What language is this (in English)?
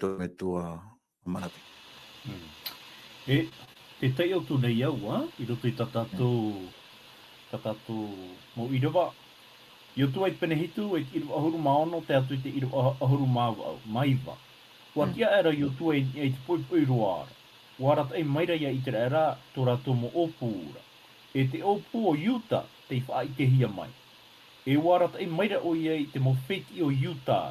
Tahitian